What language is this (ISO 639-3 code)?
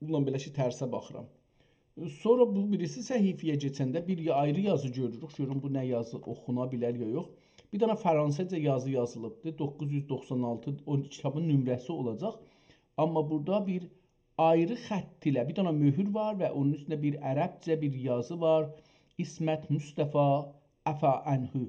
azb